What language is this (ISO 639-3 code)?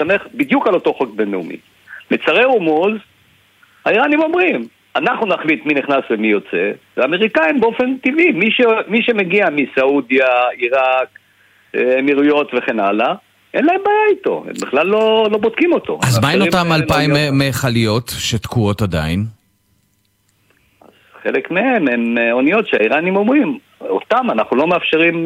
heb